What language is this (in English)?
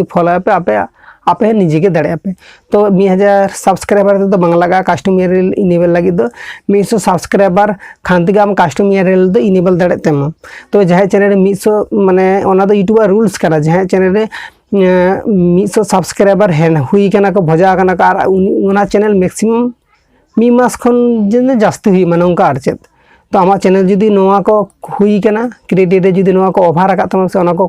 Santali